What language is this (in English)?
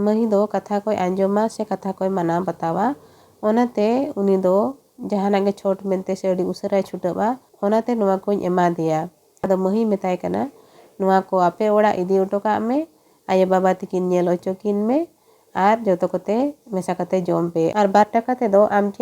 Santali